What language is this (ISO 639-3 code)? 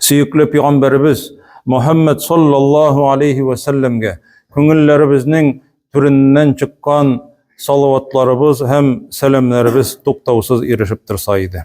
tat